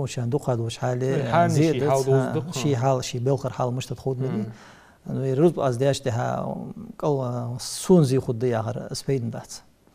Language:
Ingush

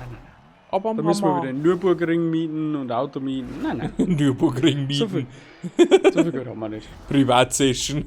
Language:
Bavarian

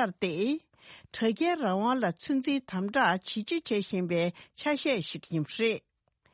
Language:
Tibetan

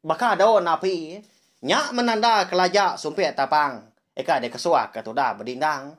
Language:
Iban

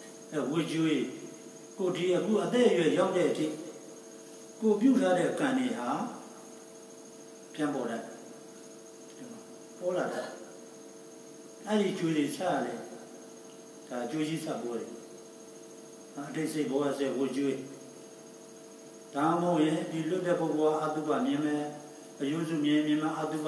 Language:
Burmese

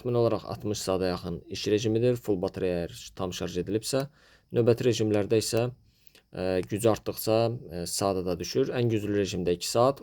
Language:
Azerbaijani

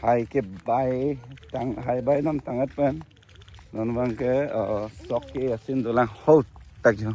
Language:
Karbi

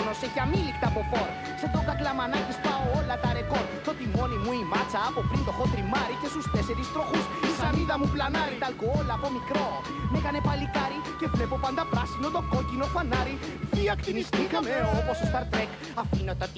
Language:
Greek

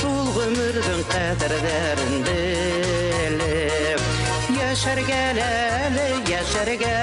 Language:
Bashkir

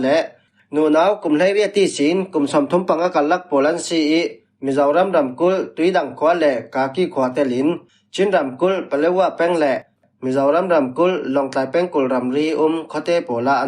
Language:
Falam Chin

